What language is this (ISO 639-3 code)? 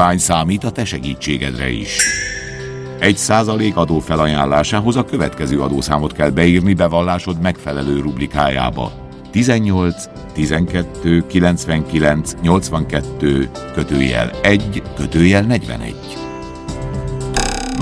hun